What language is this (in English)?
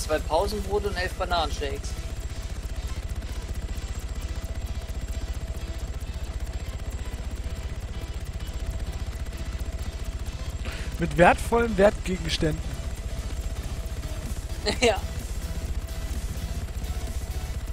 German